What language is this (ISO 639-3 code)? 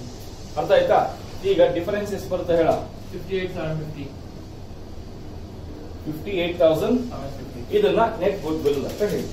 kan